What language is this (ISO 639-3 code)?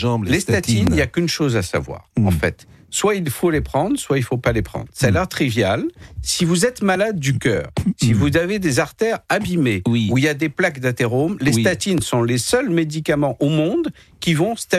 fra